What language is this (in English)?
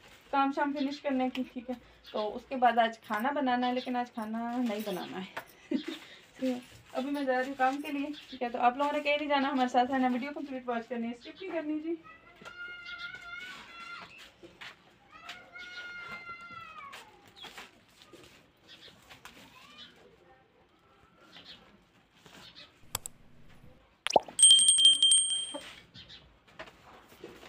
Hindi